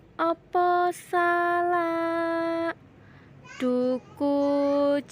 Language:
Javanese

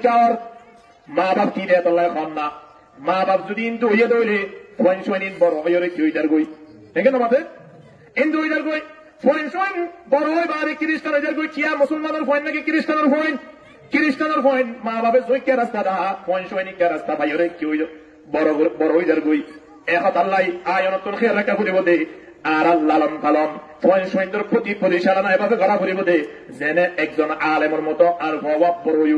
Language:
Rohingya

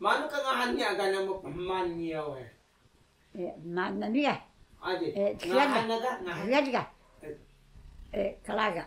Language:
Taroko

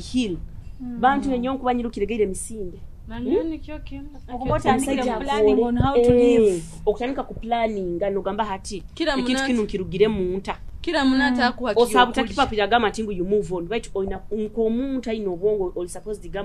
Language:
Nyoro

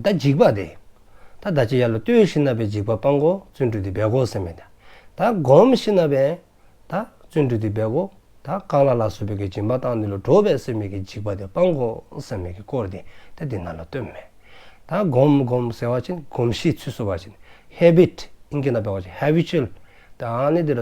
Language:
Dzongkha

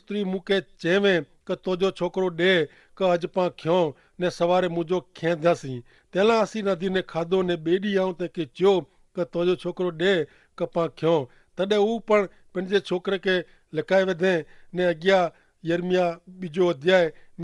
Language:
Kachhi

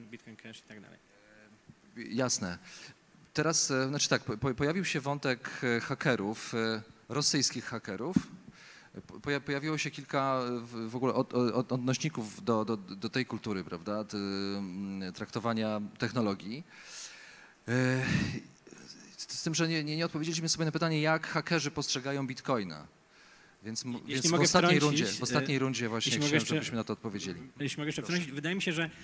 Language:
Polish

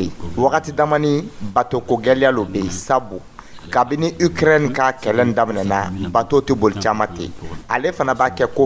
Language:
Dyula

